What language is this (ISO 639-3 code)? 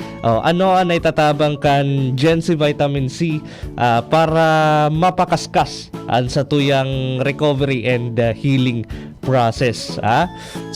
bik